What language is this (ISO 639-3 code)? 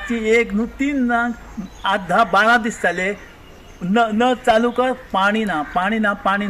kok